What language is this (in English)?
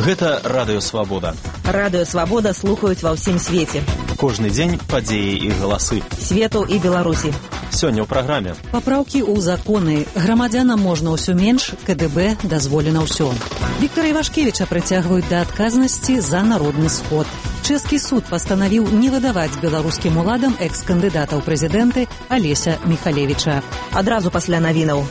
Belarusian